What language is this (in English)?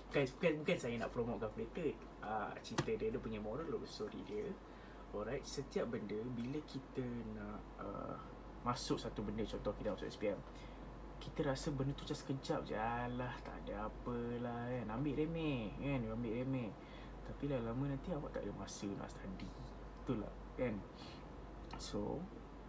Malay